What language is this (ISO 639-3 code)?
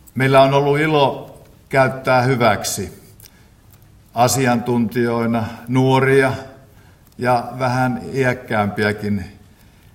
fin